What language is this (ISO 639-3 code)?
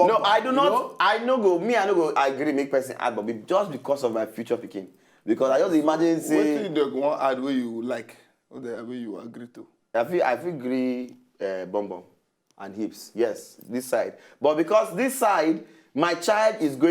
pcm